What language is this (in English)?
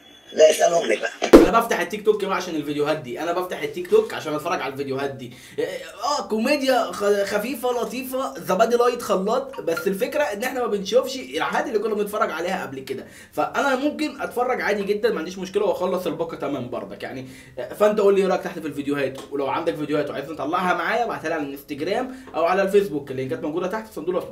Egyptian Arabic